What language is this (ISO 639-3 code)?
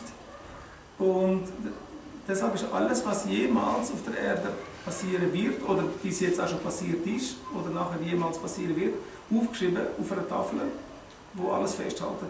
gsw